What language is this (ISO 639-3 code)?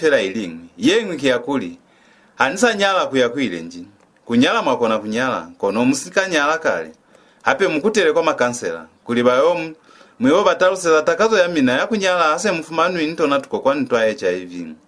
loz